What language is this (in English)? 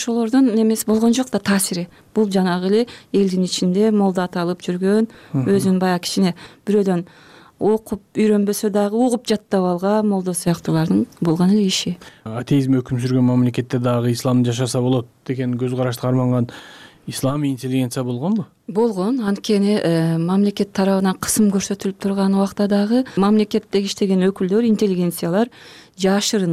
Kyrgyz